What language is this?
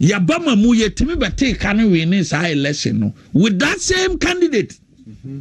Akan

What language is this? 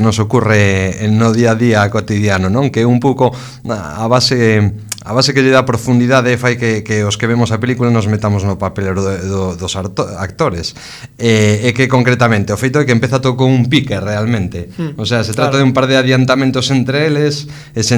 Galician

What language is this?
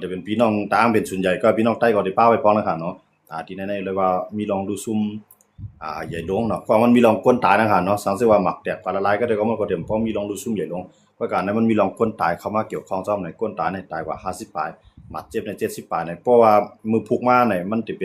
Shan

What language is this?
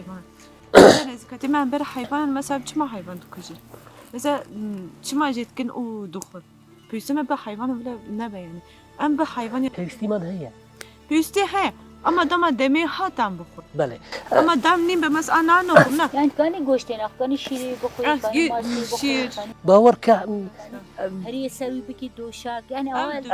Kurdish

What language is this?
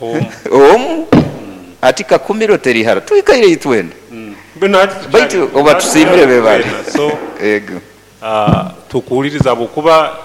Nyoro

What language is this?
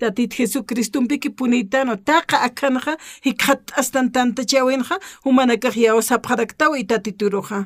Aymara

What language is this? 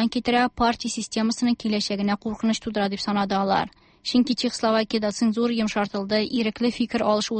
Tatar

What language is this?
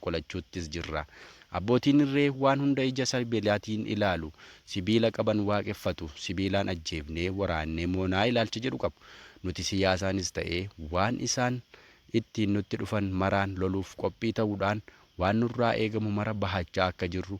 Oromo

